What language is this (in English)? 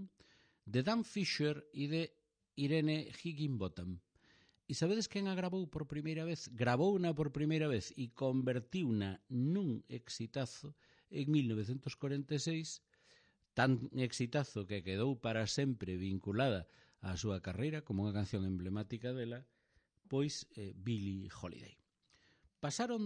Galician